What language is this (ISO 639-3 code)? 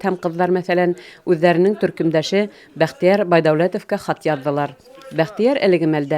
bak